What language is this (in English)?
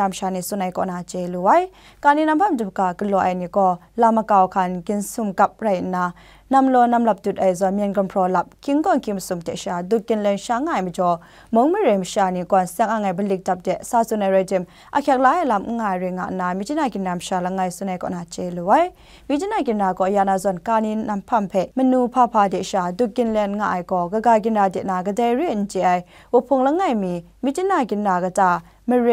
Kachin